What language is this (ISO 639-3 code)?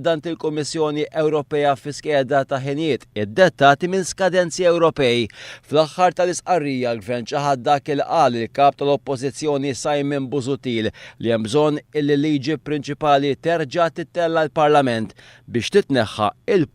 mlt